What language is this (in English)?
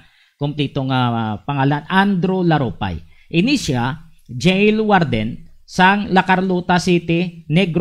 Hiligaynon